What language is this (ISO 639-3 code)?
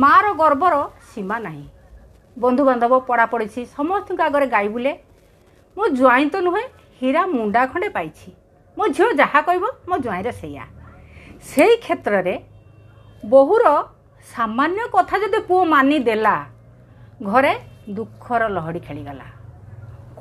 ori